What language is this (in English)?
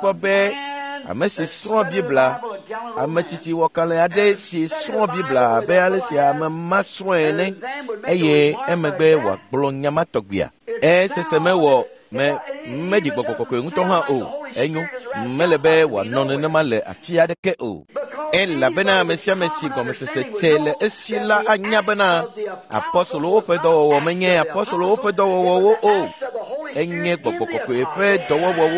Ewe